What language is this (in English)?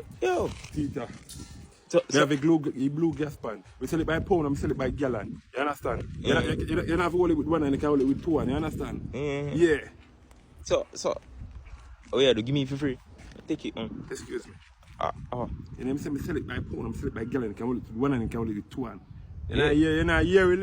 Jamaican Creole English